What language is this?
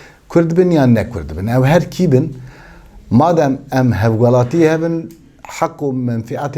Kurdish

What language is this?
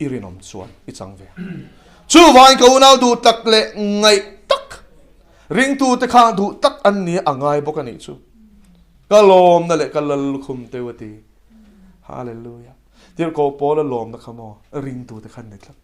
Mizo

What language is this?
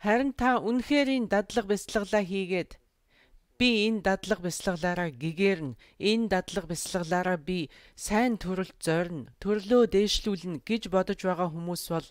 Mongolian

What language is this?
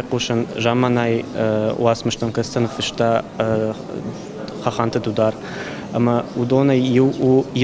Ossetic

